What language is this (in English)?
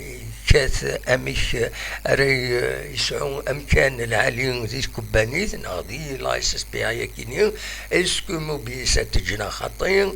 Kabyle